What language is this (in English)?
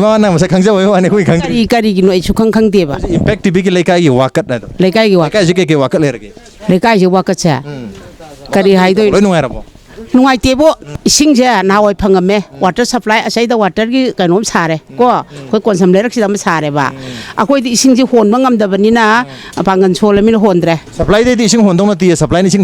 Manipuri